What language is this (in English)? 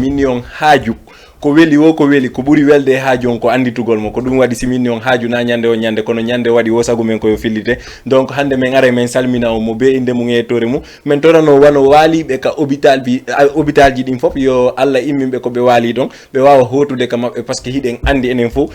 Fula